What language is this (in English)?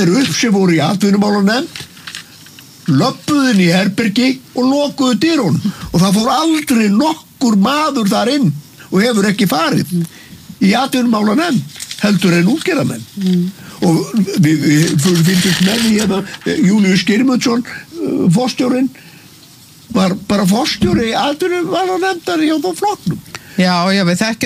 Icelandic